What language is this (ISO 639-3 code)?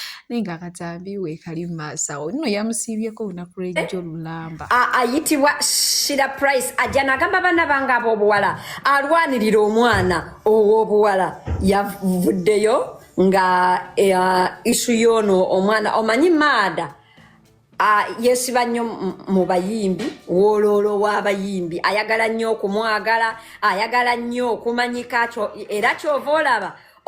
lug